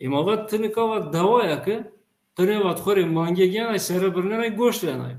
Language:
Zaza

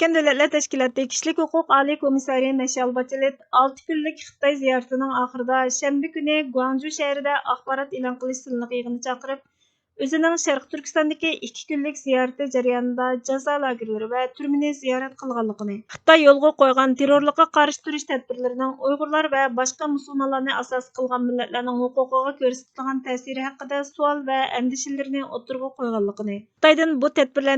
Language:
Uyghur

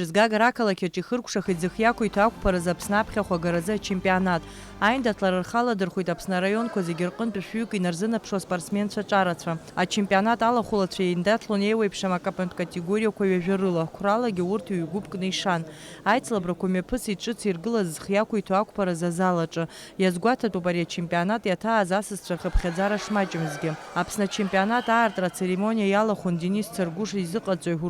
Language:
Abkhazian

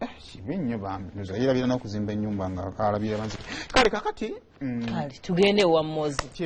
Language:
Ganda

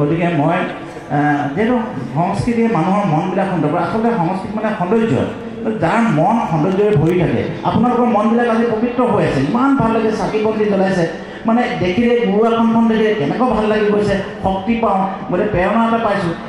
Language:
Assamese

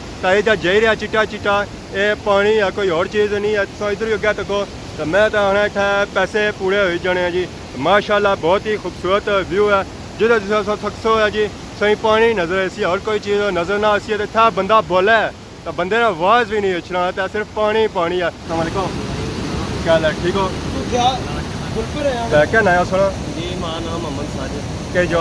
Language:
Pahari-Potwari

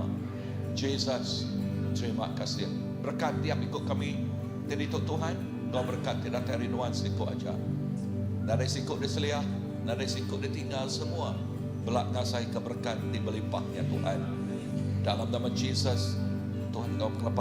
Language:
Iban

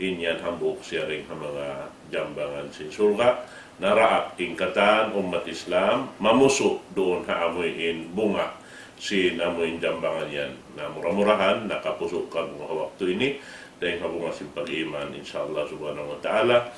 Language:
Tausug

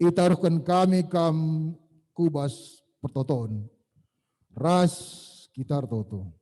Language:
Batak Karo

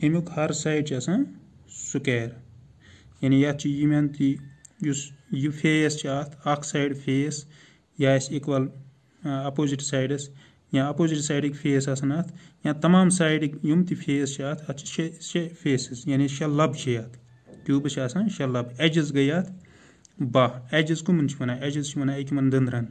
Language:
Kashmiri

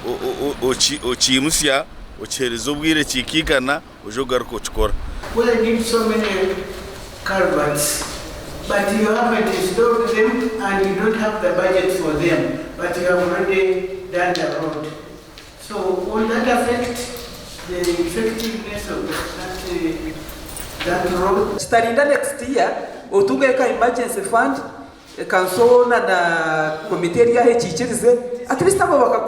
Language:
Nyankole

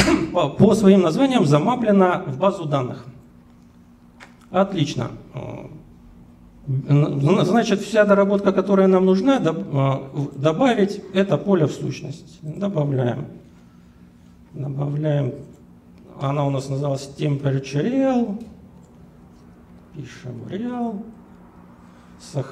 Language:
Russian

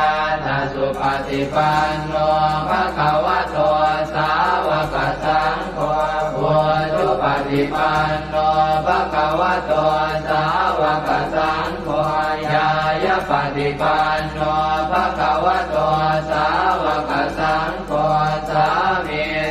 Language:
Pali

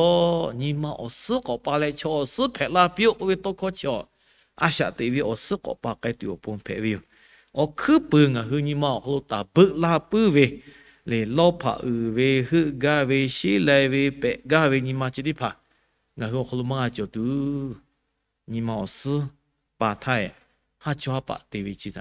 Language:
Lahu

